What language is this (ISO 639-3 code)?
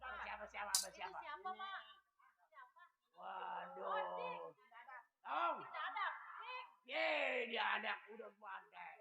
bew